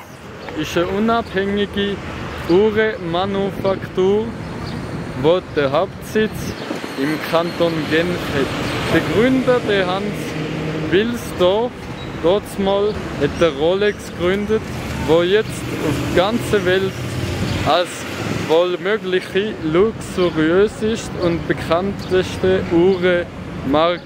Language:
Swiss German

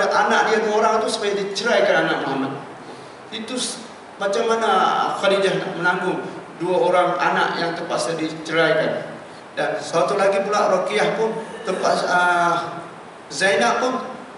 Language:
Malay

